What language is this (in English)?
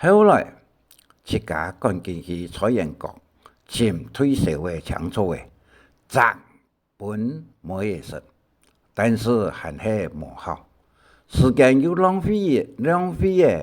Hakka Chinese